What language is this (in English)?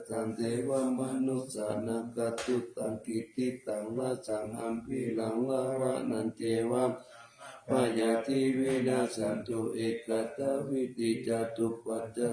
Pali